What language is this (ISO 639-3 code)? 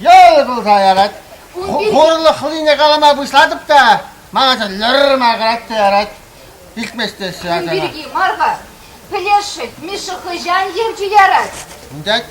chv